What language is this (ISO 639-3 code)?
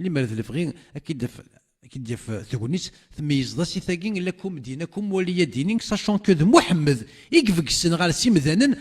kab